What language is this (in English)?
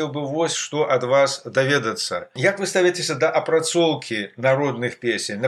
Belarusian